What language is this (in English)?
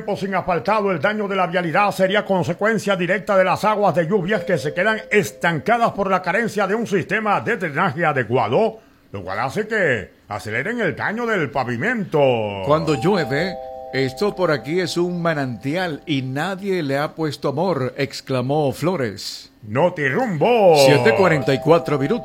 Spanish